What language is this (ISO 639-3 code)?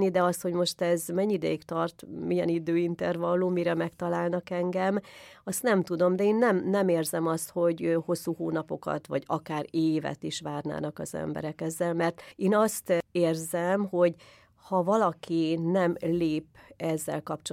hun